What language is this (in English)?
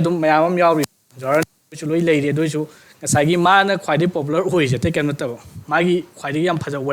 Manipuri